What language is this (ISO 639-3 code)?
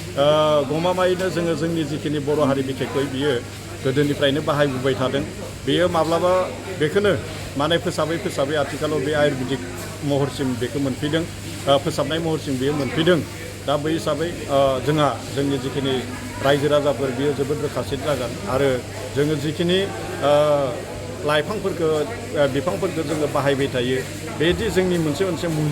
brx